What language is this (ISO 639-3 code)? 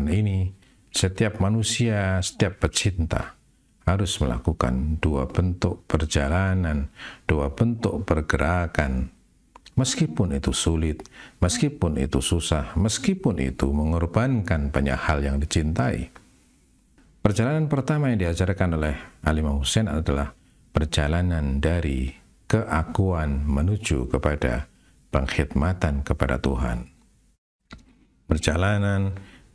ind